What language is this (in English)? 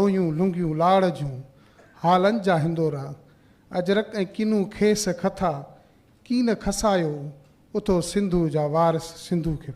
Sindhi